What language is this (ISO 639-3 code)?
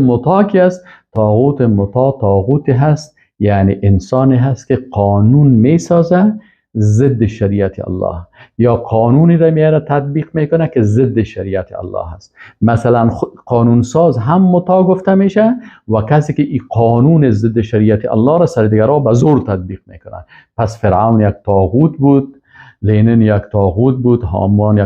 fas